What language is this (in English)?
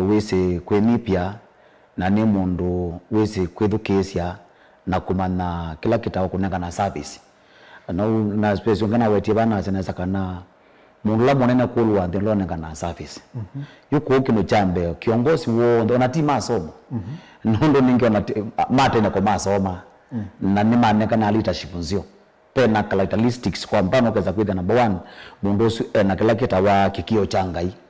Kamba